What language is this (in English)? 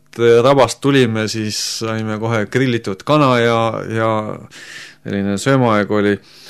Estonian